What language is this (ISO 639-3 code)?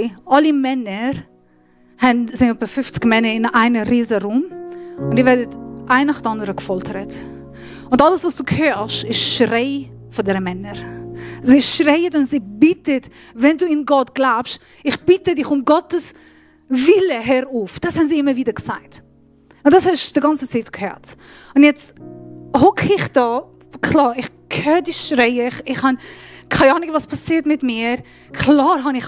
gsw